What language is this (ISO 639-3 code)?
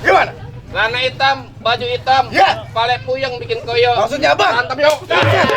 bew